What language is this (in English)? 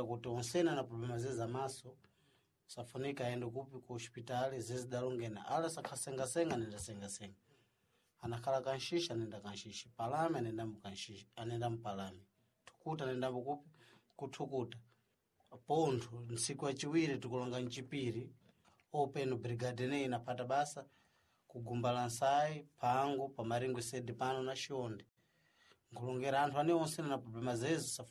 Sena